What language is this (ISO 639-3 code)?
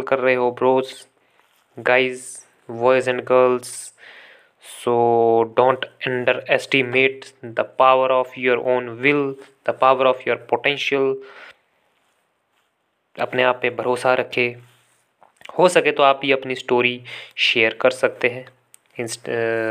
hin